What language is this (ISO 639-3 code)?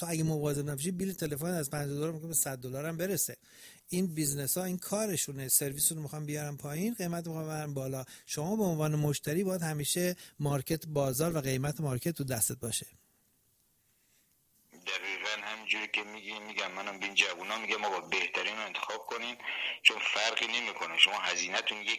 fas